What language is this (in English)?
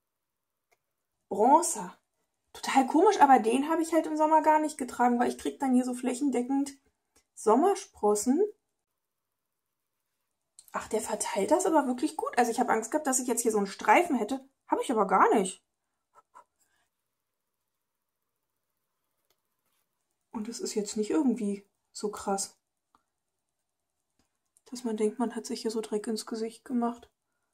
German